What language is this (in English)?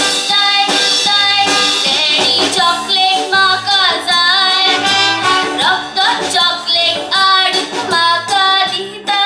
Konkani